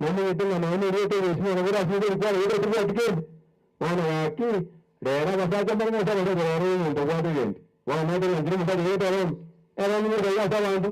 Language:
Gusii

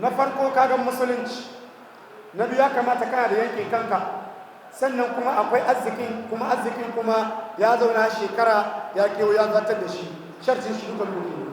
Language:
Hausa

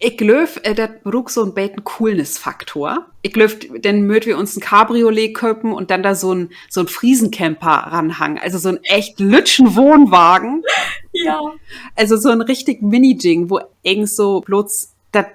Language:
Low German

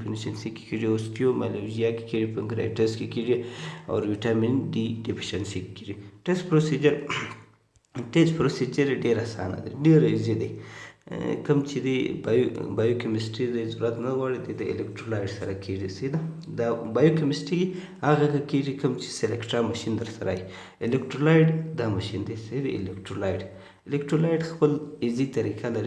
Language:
Pashto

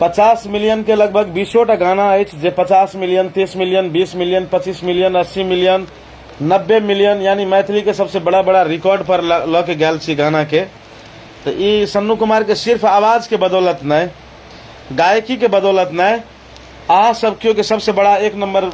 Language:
Maithili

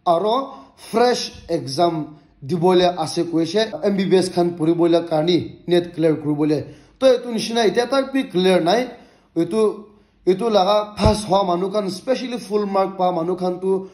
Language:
Naga Pidgin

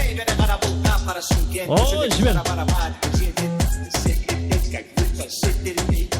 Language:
Kara-Kalpak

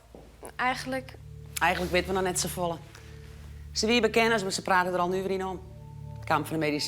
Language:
Western Frisian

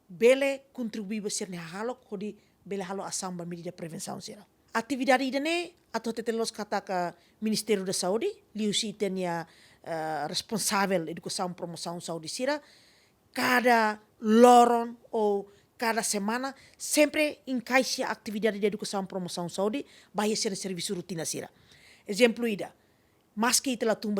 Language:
Tetum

